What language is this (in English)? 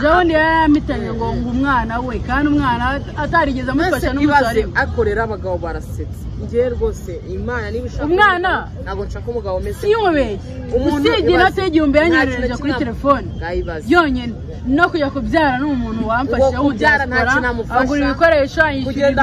Kinyarwanda